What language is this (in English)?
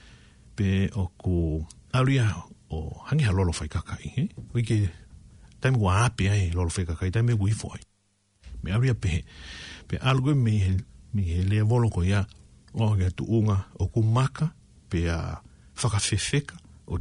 Tongan